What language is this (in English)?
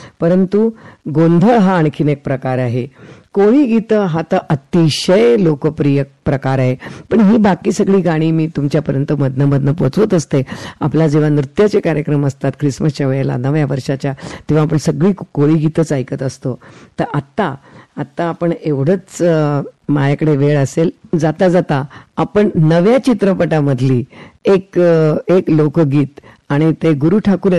Marathi